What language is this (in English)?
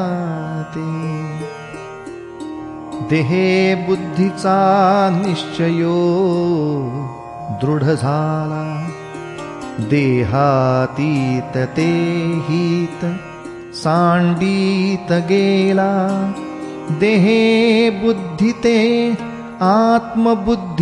Marathi